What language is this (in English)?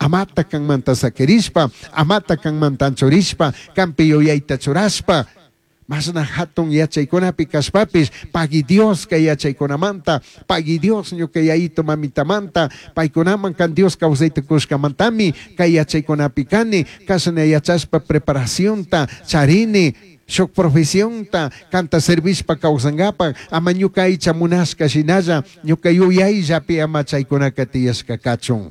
Chimborazo Highland Quichua